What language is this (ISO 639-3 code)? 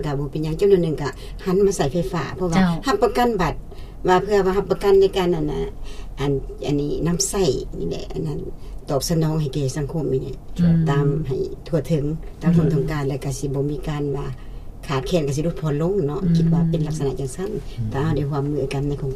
lao